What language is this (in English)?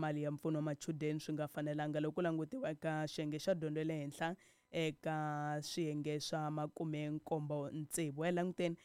Tsonga